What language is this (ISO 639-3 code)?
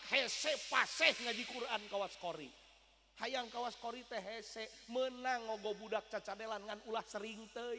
sun